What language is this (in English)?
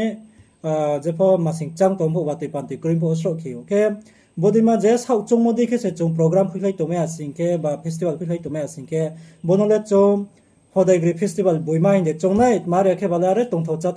Riang (India)